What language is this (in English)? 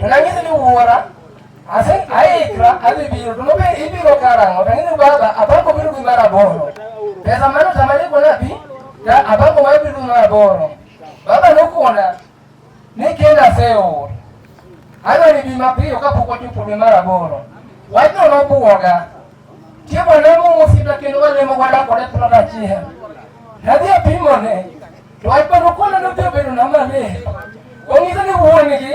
Luo (Kenya and Tanzania)